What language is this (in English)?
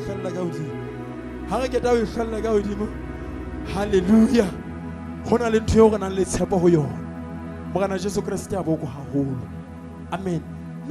Southern Sotho